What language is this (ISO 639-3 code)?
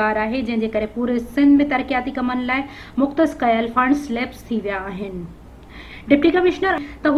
snd